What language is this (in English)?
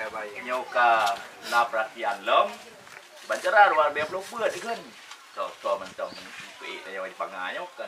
Achinese